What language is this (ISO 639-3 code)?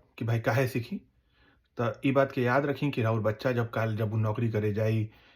bho